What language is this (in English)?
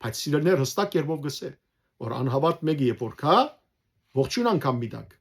Western Armenian